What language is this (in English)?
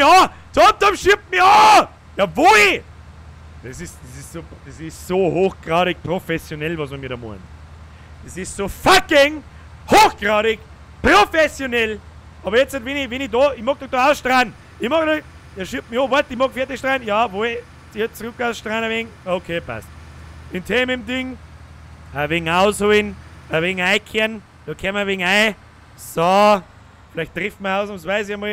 Bavarian